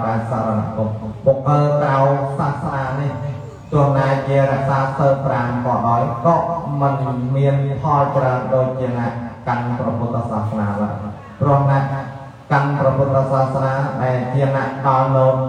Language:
Khmer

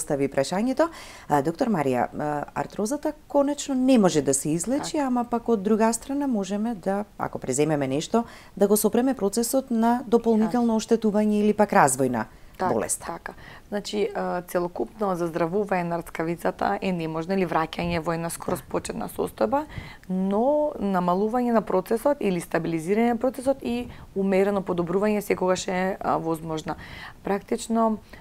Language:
Macedonian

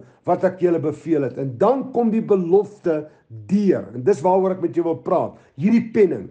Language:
Afrikaans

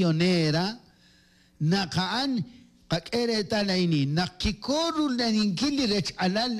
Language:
Kekchí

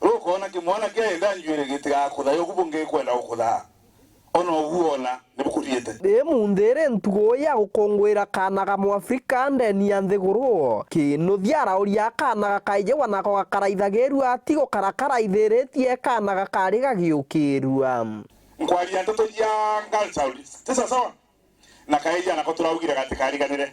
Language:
Meru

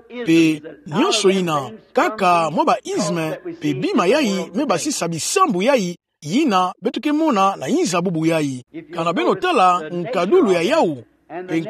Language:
Kituba (Democratic Republic of Congo)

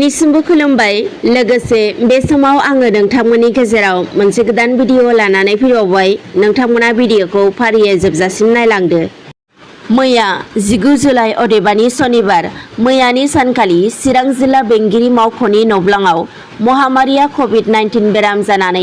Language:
Bodo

